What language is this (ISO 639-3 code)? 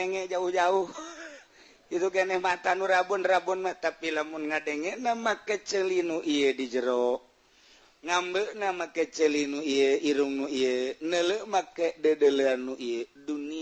sun